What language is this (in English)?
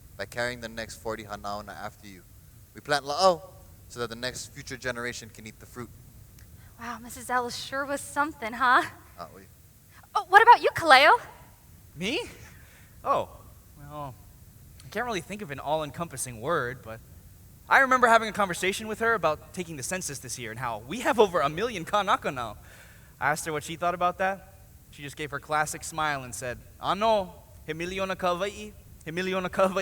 Hawaiian